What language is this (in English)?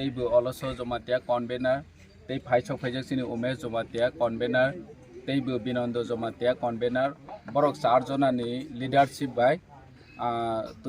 Kok Borok